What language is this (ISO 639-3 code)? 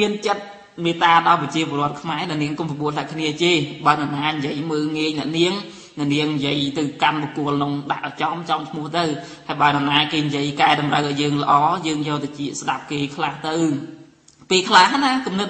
khm